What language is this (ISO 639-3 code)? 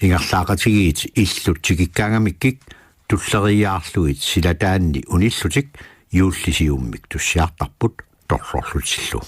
kal